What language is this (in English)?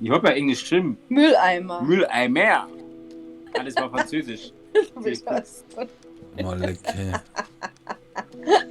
Bavarian